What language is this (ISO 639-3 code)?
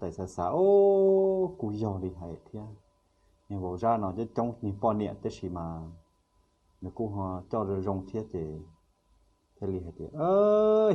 hmn